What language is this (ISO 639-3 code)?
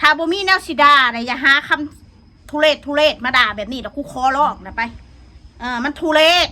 tts